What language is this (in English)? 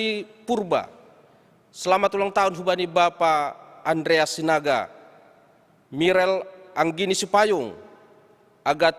Batak Simalungun